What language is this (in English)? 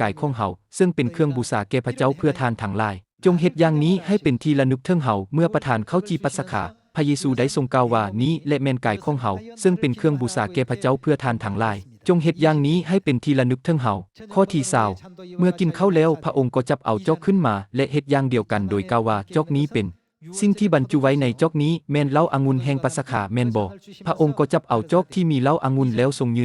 Lao